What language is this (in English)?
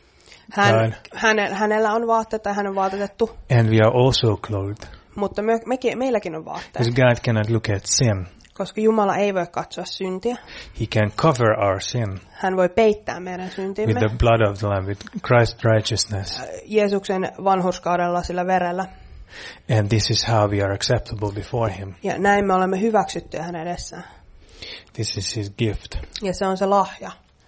Finnish